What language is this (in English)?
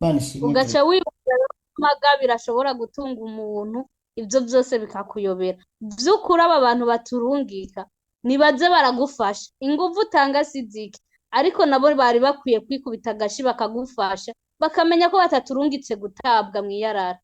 Rundi